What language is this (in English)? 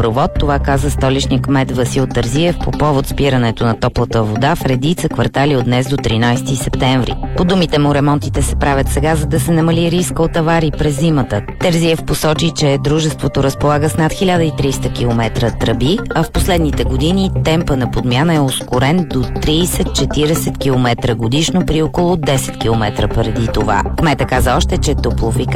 Bulgarian